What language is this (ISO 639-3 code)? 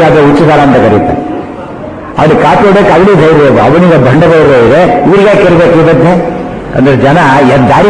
kan